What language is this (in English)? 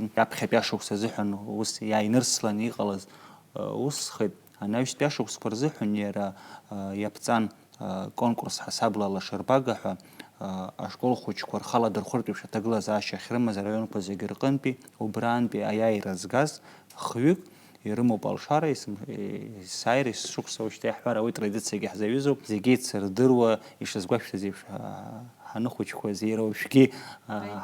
Abkhazian